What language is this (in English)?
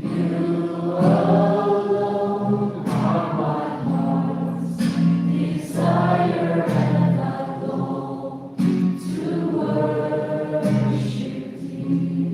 Tangkhul Naga (India)